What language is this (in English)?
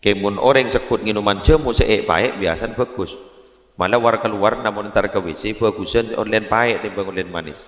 Madurese